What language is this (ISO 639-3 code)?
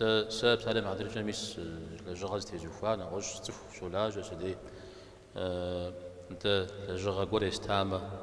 kbd